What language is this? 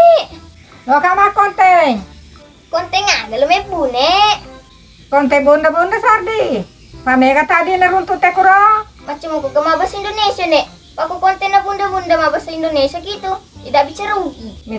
Buginese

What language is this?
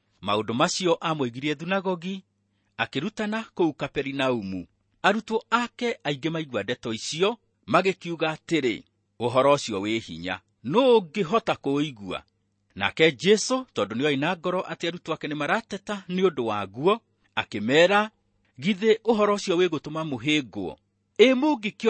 Kikuyu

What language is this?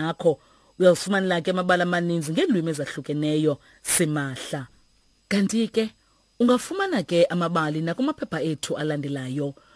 Xhosa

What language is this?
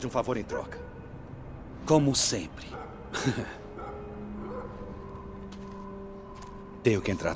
Portuguese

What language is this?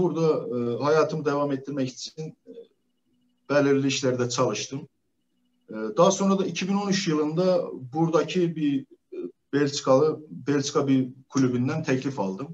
Turkish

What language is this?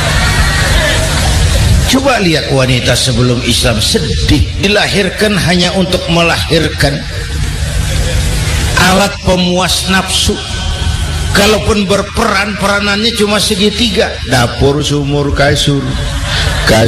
Indonesian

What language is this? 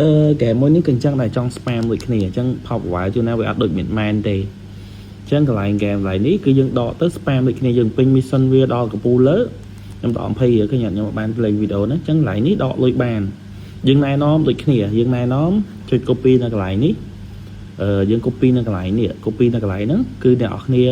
Khmer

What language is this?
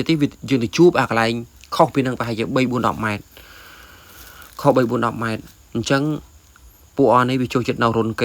Khmer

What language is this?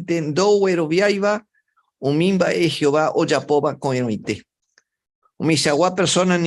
Guarani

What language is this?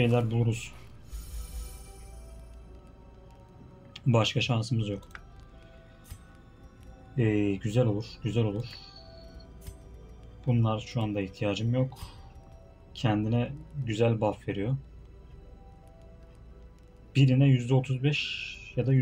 Turkish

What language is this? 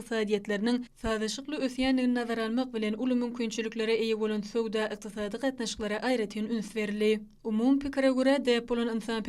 Turkmen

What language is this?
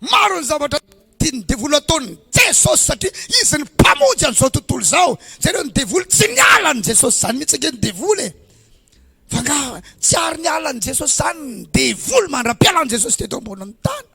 Malagasy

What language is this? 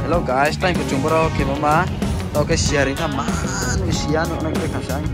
Riang (India)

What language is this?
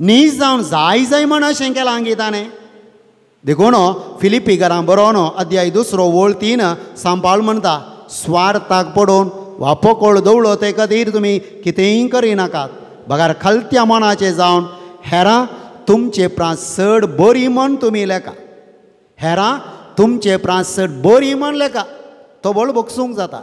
Konkani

